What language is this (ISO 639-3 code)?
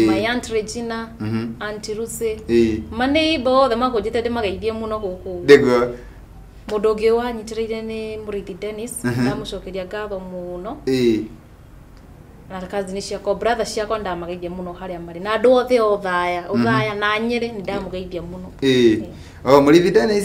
kik